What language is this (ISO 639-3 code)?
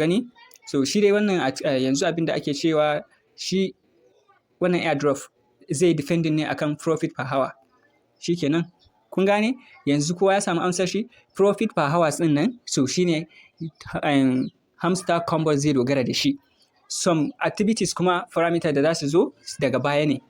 hau